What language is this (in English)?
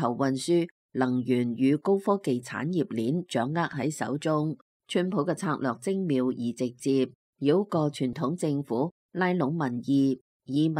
Cantonese